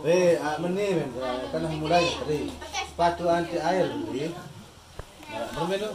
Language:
Sasak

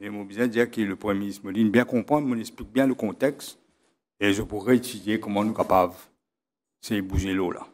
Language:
Morisyen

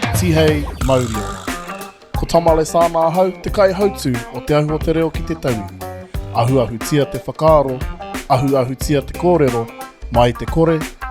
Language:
Māori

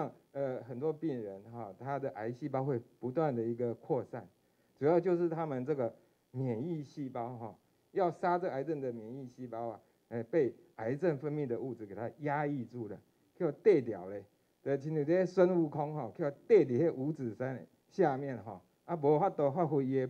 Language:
Chinese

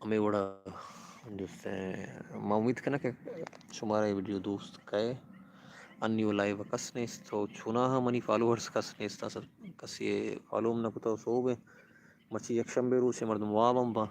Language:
Baluchi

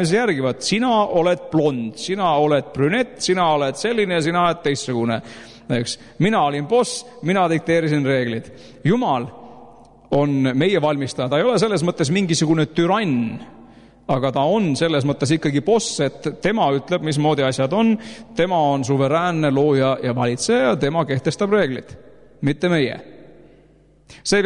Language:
Estonian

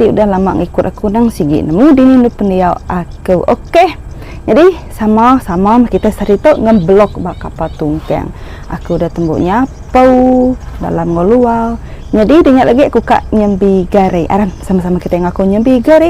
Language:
Iban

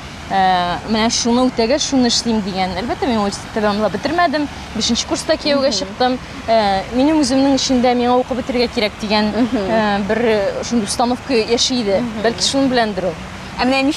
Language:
Tatar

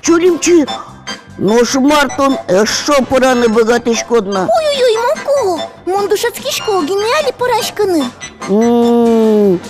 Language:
Udmurt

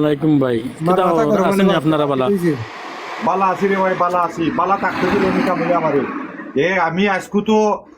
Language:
Sylheti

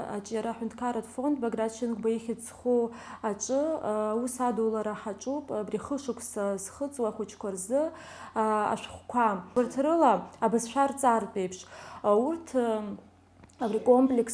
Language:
Abkhazian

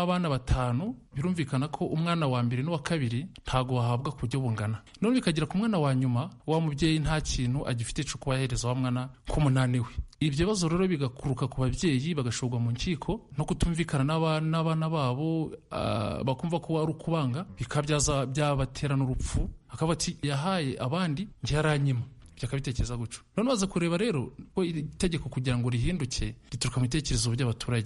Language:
Kinyarwanda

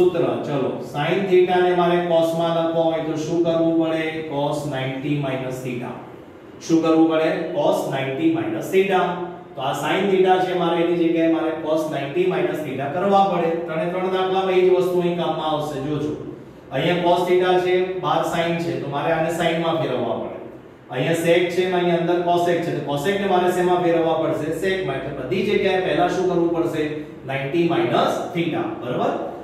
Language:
Gujarati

